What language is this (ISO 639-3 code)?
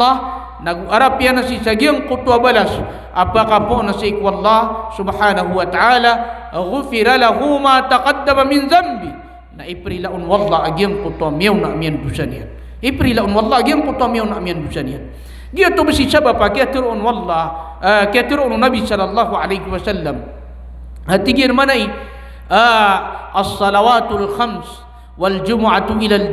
mrw